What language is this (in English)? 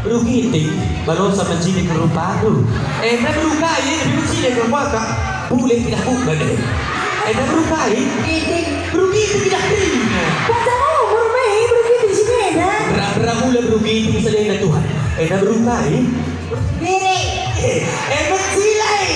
Batak Karo